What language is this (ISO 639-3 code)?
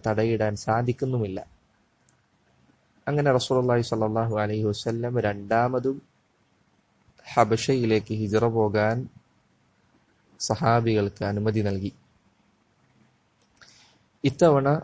mal